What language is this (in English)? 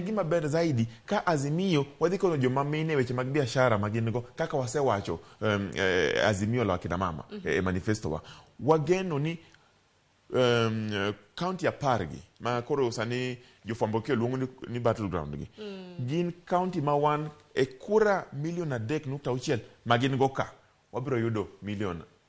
Luo (Kenya and Tanzania)